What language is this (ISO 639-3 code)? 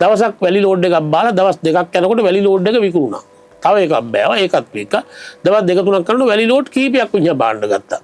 sin